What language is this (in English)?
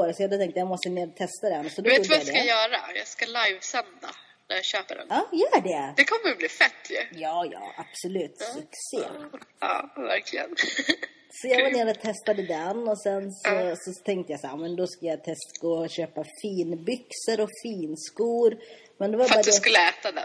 Swedish